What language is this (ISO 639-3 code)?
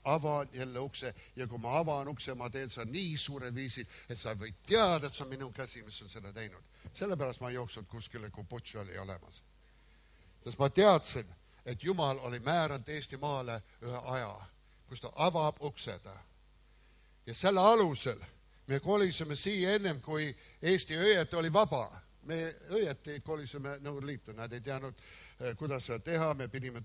est